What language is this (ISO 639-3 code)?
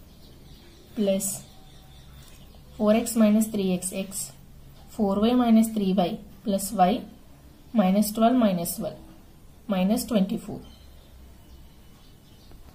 eng